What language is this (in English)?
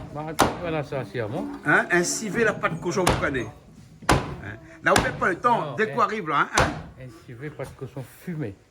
Réunion Creole French